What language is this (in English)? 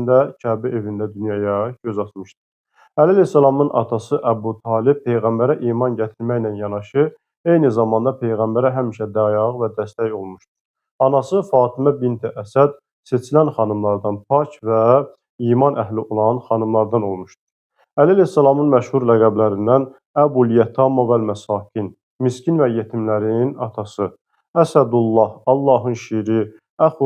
Azerbaijani